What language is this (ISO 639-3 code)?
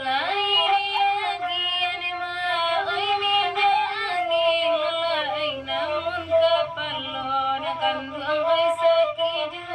min